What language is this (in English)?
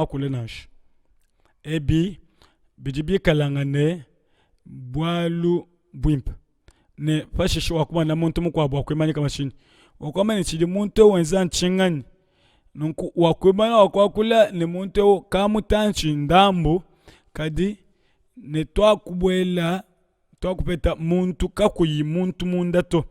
Luba-Lulua